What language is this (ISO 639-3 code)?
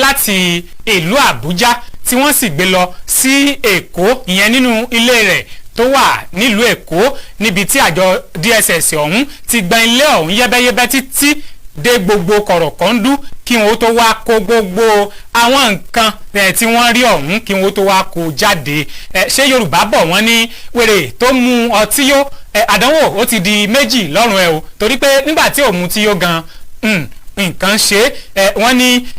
yor